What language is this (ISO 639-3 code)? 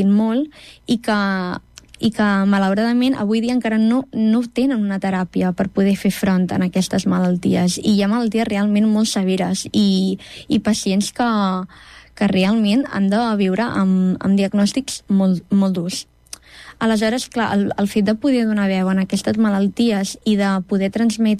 cat